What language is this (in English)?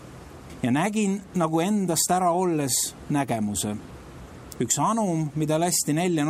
Estonian